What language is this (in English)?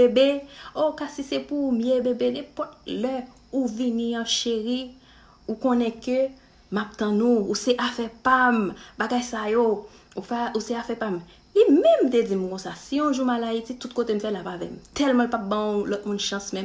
Haitian Creole